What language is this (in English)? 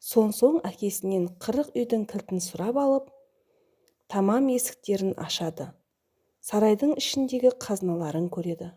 Kazakh